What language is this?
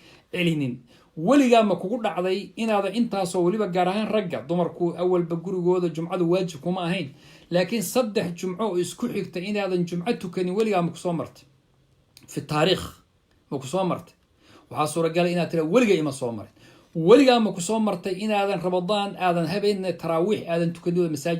Somali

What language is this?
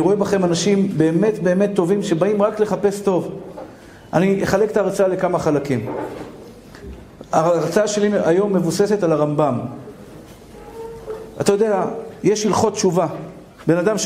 Hebrew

